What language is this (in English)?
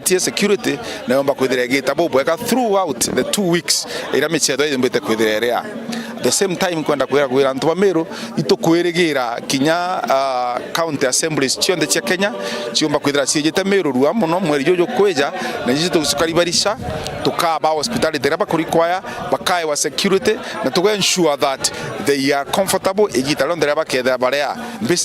Meru